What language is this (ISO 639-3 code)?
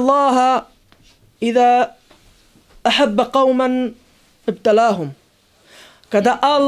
bos